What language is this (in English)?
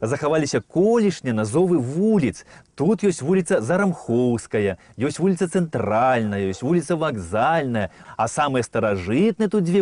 Belarusian